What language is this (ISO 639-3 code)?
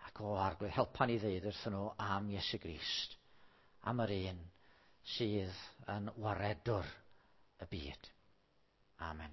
cym